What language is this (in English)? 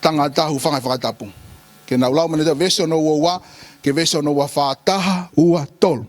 Tongan